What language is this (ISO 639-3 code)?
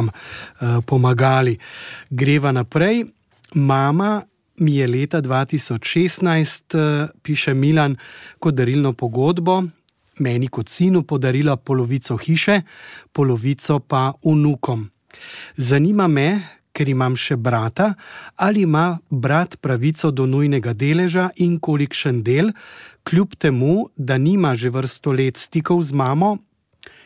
slv